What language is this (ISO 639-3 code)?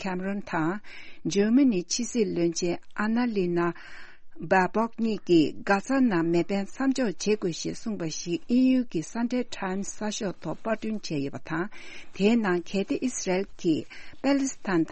bod